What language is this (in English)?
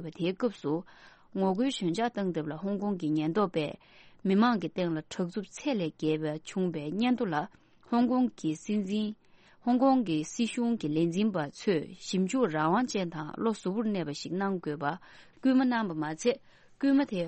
Tibetan